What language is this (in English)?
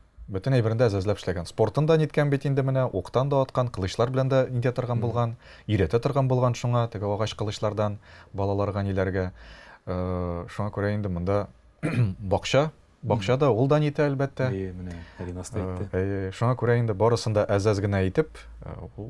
Tatar